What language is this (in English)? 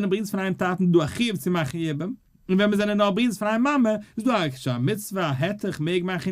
Yiddish